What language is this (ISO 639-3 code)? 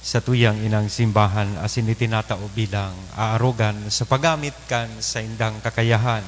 bik